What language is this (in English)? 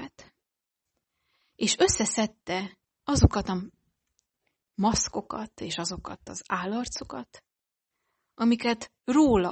Hungarian